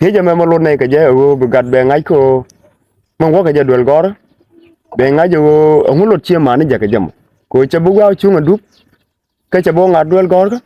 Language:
Nuer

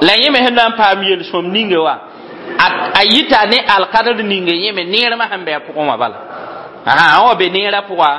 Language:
Mossi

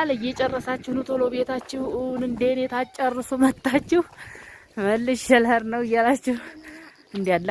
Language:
Amharic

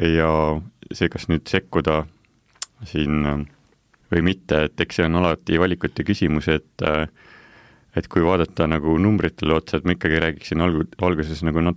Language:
Estonian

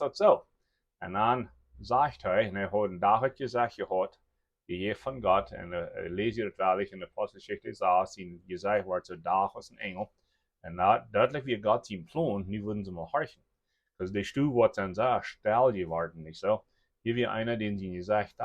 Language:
Plautdietsch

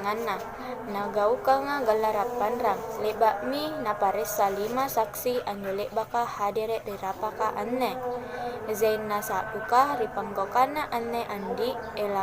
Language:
Makasar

